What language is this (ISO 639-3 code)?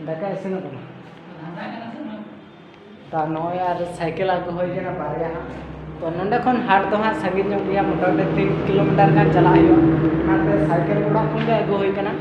sat